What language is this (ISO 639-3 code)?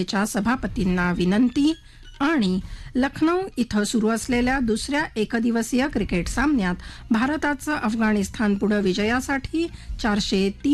mar